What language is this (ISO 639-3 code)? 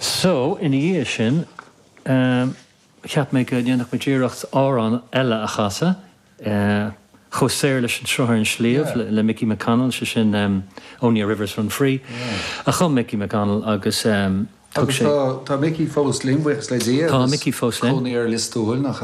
gle